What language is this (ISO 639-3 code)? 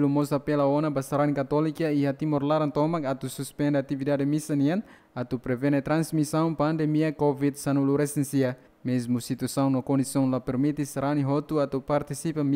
tet